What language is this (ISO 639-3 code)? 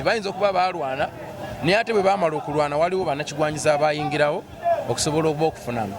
lug